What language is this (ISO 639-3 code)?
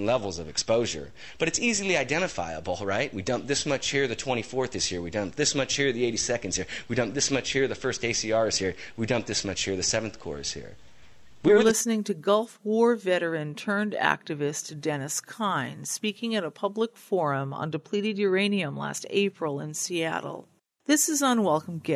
eng